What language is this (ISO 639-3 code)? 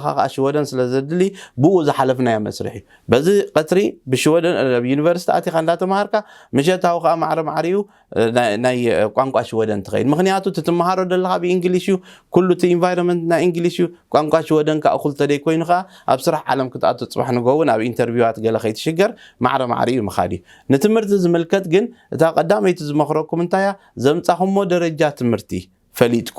tir